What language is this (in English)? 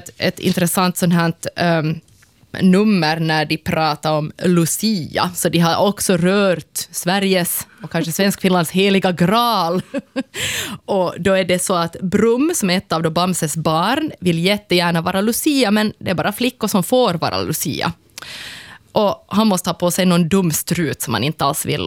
Swedish